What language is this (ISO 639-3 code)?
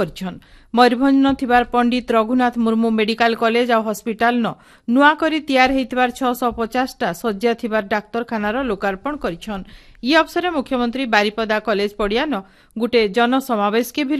ori